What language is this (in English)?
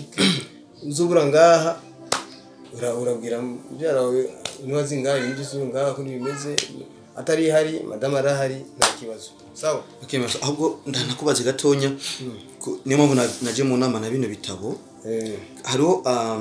Rundi